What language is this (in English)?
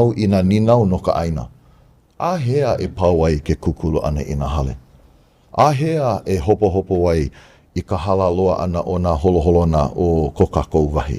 Hawaiian